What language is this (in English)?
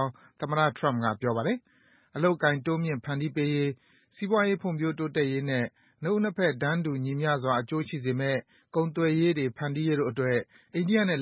Burmese